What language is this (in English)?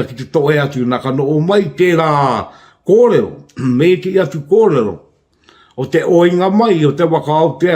Māori